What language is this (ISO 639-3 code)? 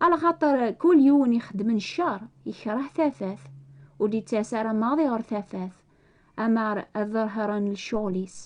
kab